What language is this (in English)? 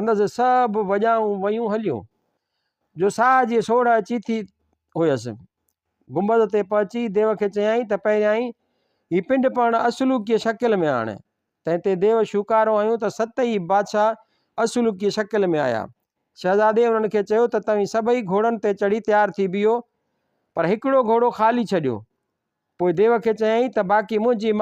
Sindhi